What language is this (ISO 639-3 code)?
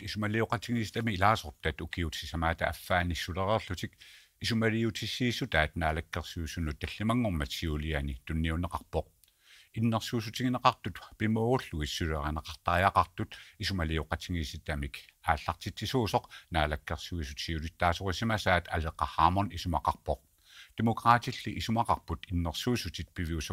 kal